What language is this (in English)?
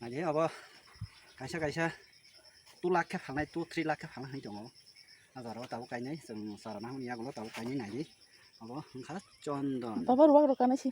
Kok Borok